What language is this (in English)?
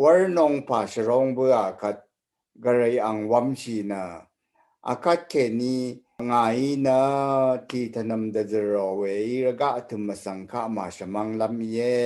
Rawang